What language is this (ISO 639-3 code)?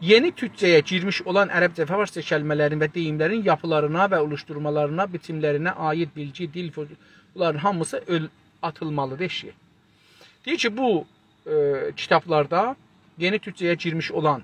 azb